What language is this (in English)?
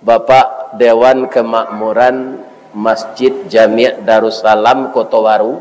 Minangkabau